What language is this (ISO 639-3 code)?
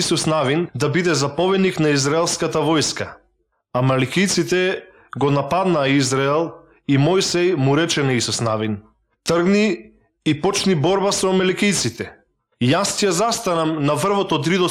mkd